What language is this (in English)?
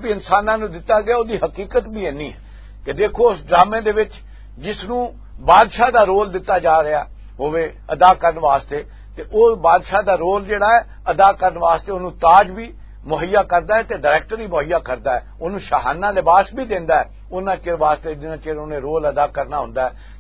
Western Panjabi